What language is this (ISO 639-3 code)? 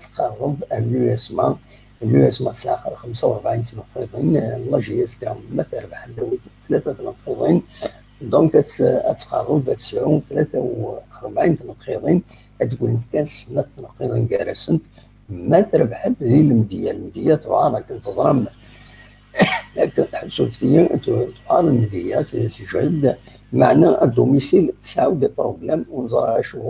kab